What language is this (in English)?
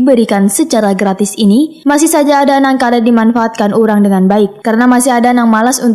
Banjar